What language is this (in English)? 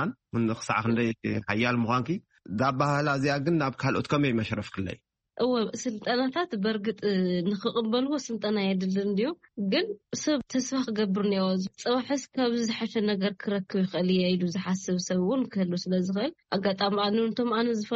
Tigrinya